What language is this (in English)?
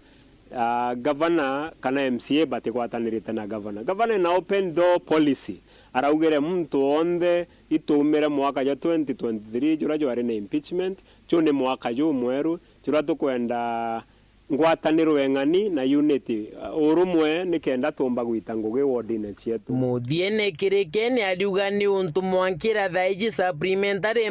Meru